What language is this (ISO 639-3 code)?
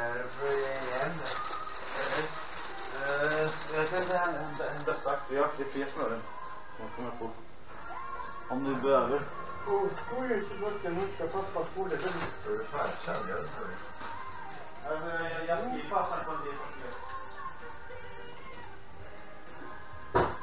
swe